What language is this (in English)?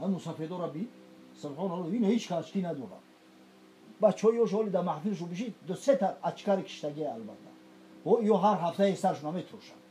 Tajik